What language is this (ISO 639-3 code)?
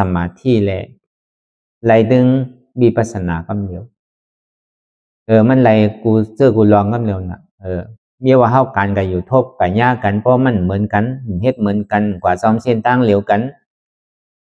shn